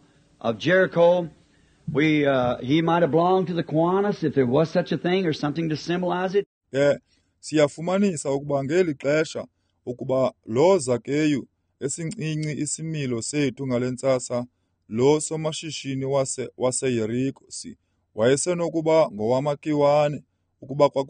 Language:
Xhosa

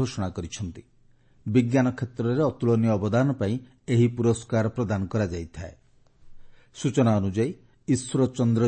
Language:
Odia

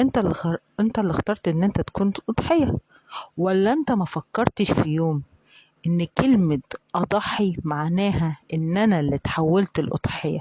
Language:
Egyptian Arabic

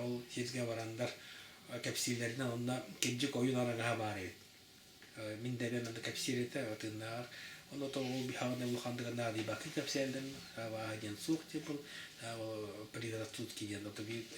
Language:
Yakut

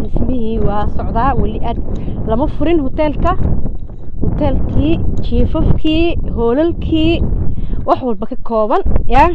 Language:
Somali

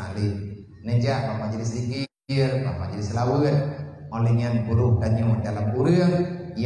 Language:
Achinese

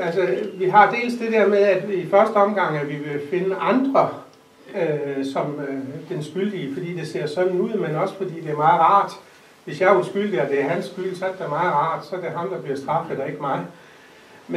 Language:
Danish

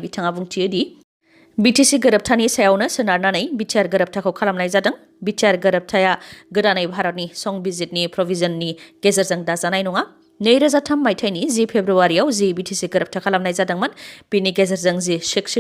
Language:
Bodo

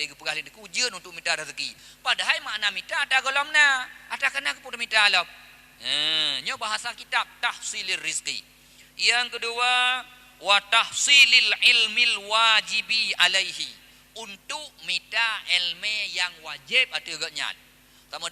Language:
Achinese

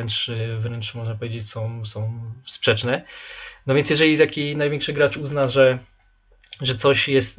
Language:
Polish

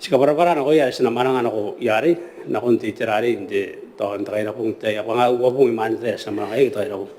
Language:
Gilbertese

